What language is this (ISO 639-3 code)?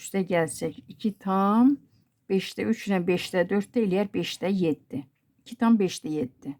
aze